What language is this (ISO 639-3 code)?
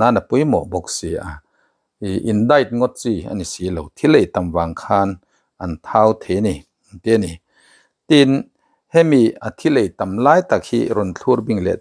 lus